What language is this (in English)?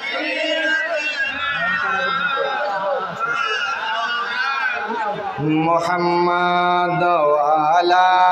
Bangla